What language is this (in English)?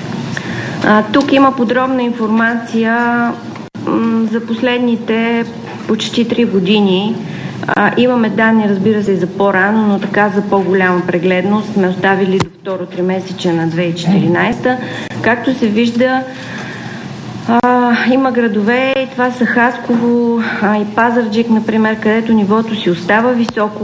Bulgarian